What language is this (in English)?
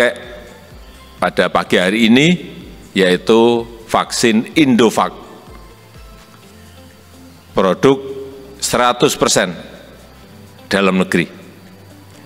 Indonesian